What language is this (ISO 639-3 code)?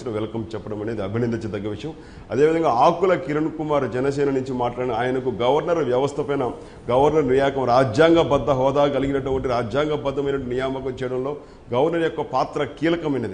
tel